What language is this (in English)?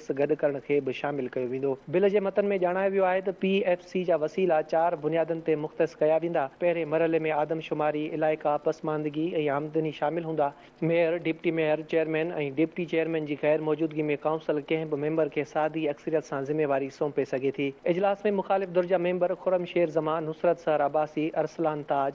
Sindhi